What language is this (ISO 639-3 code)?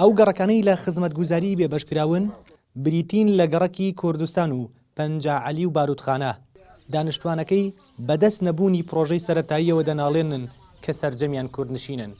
ckb